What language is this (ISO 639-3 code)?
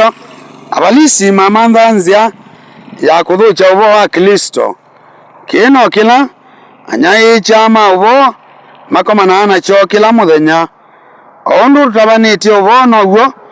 kam